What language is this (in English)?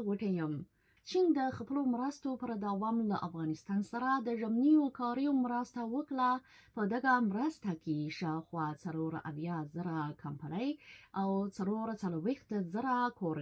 Pashto